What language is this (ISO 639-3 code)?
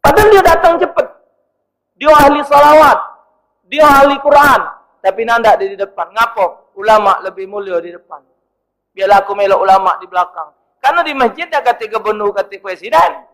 mui